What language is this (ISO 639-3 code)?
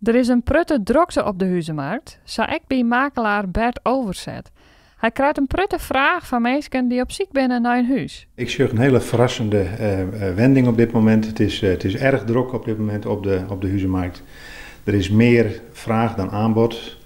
fry